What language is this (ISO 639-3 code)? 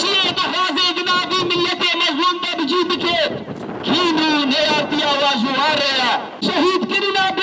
kur